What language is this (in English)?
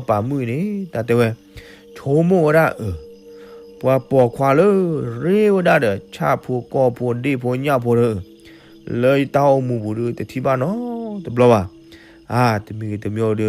S'gaw Karen